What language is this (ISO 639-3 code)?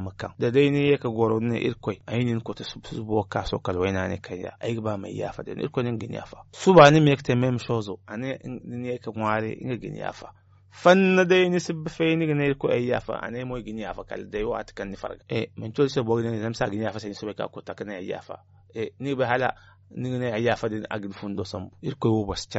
dje